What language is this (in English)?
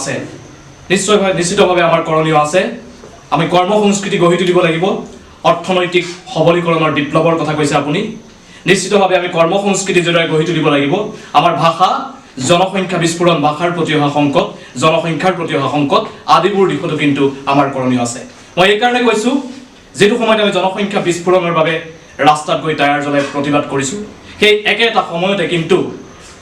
Assamese